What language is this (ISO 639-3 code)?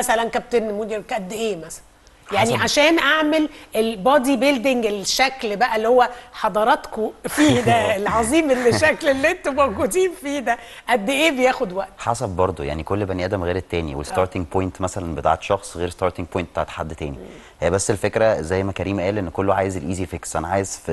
arz